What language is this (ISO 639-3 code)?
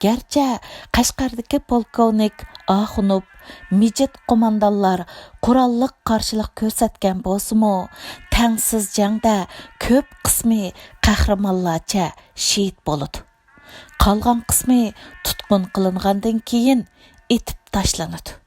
uig